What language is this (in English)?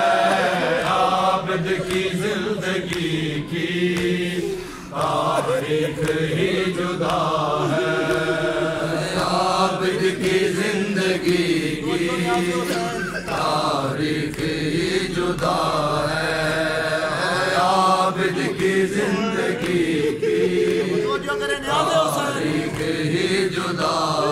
Urdu